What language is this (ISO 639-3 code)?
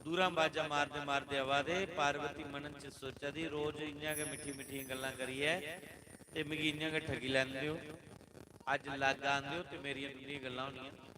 doi